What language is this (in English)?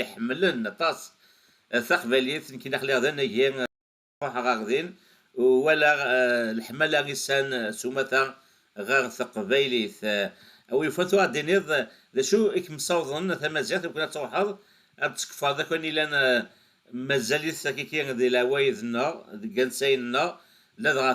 Kabyle